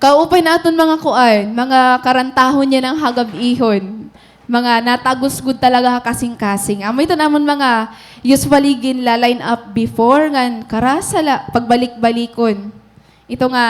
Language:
Waray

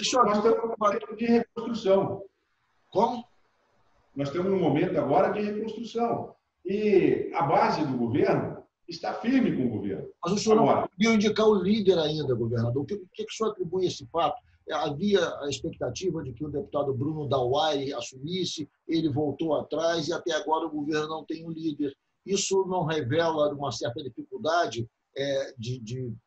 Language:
Portuguese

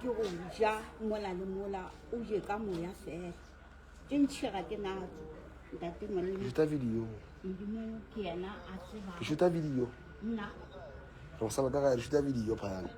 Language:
Northern Sotho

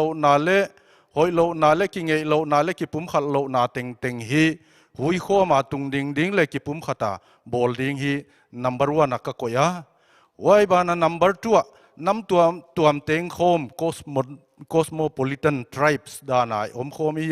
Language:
Paite Chin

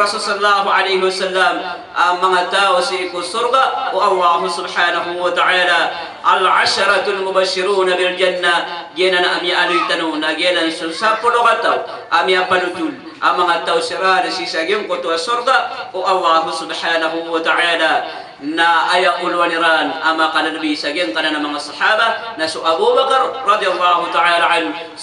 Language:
Maranao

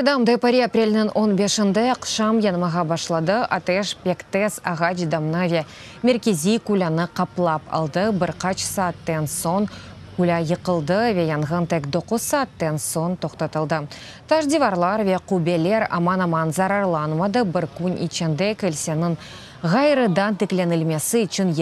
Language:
Crimean Tatar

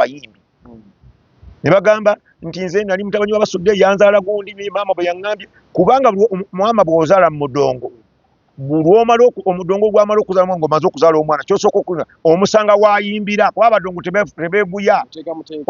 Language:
Ganda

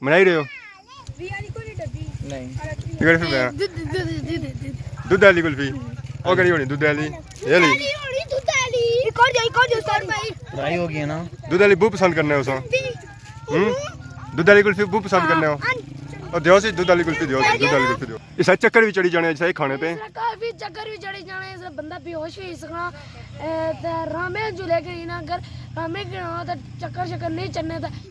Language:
Pahari-Potwari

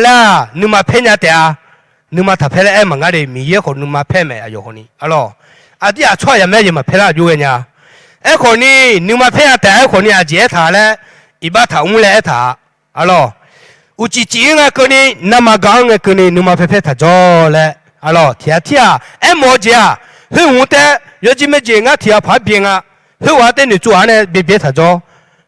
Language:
Akha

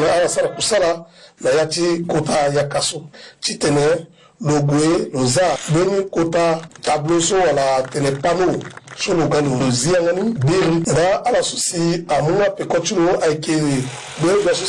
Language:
Sango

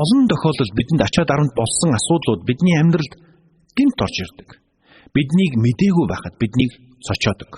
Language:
Mongolian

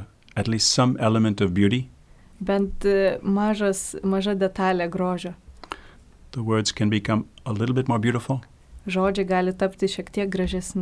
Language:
Lithuanian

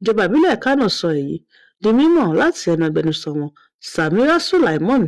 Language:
Yoruba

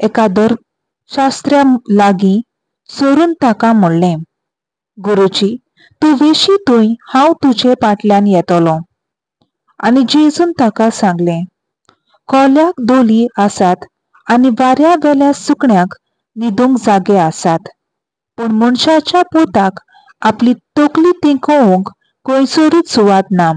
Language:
Konkani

